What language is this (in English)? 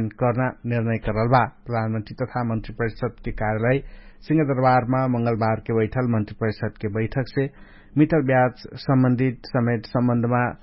Dangaura Tharu